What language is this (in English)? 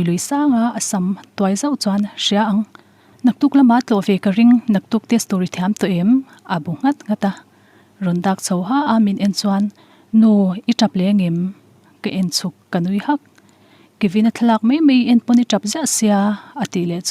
Mizo